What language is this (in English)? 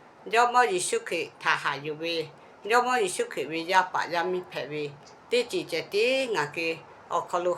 Lahu